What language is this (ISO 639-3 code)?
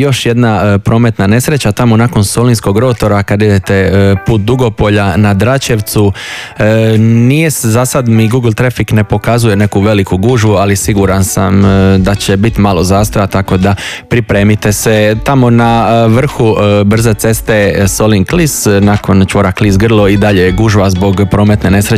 hrv